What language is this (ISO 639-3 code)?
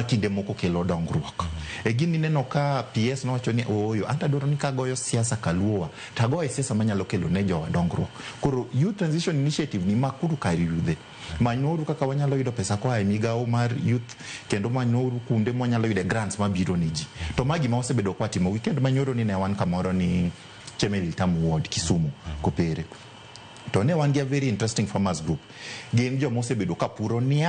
luo